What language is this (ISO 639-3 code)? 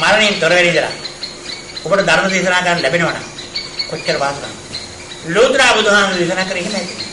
sin